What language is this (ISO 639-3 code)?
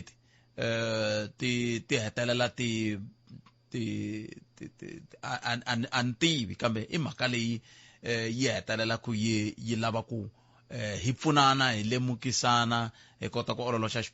tso